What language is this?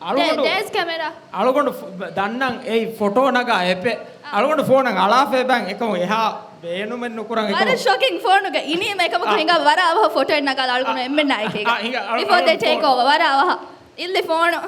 Divehi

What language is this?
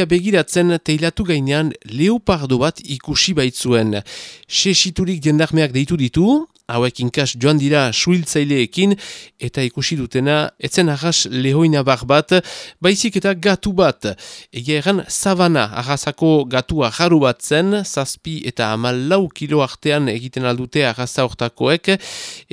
Basque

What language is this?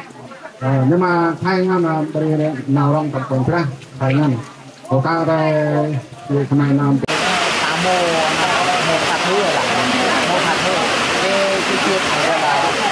Central Mnong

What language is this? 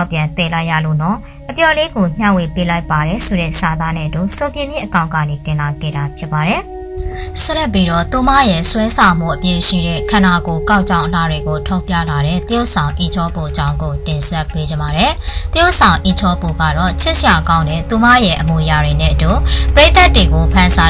Burmese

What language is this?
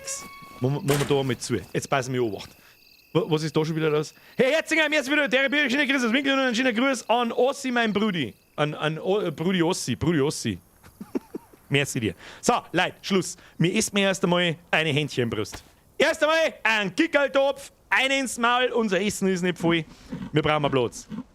Bavarian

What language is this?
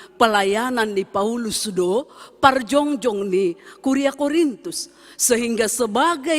Batak Simalungun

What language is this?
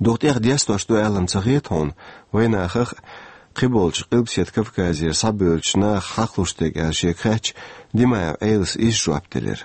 Chechen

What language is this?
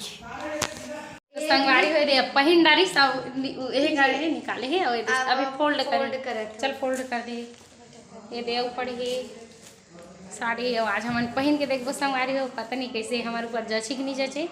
Chhattisgarhi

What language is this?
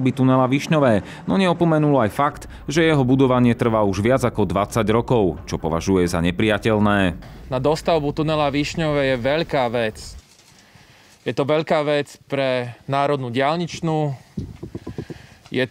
Slovak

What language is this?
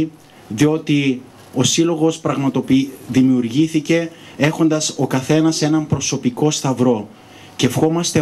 Greek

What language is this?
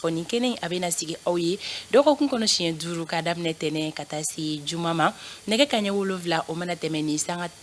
Bambara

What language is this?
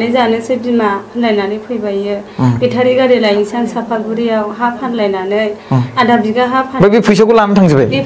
Bodo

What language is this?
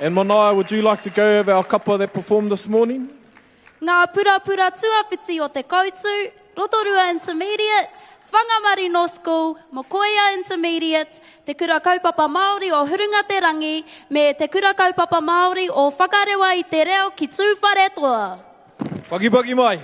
Māori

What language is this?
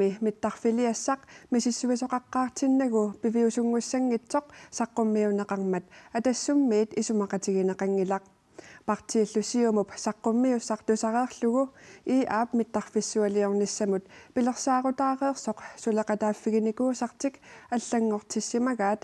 Kalaallisut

